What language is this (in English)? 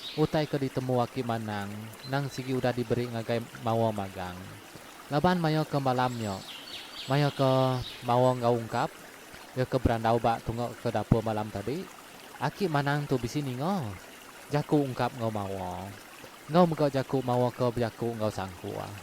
Iban